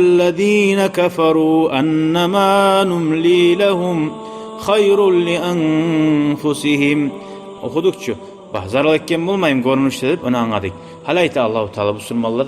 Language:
Kumyk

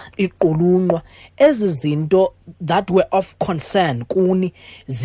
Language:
Xhosa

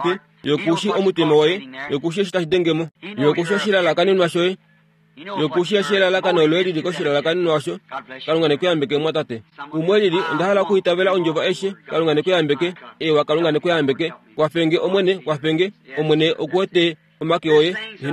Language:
Kuanyama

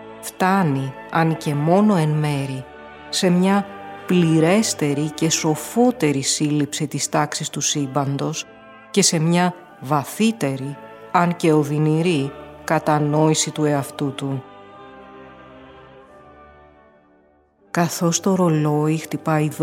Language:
Greek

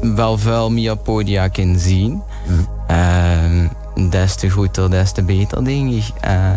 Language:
Limburgish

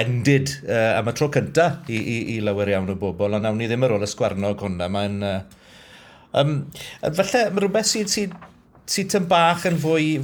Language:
Welsh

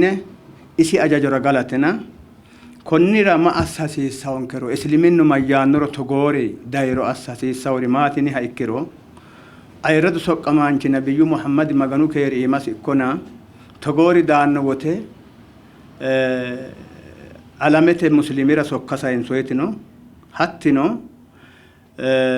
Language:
Sidamo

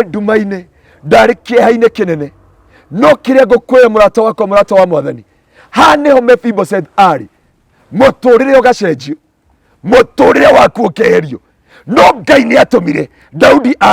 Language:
Kikuyu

